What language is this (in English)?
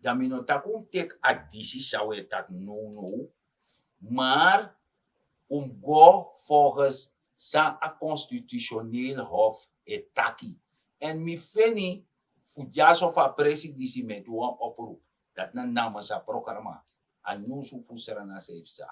Sranan Tongo